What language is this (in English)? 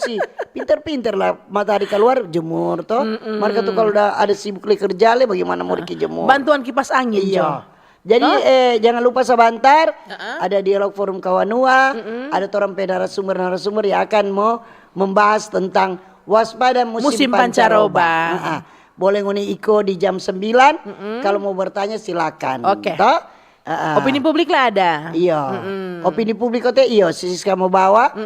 Manado Malay